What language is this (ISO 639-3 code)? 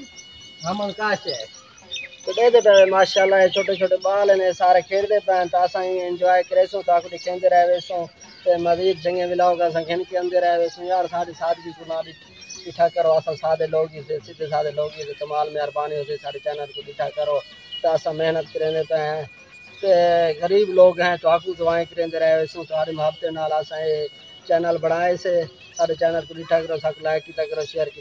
skr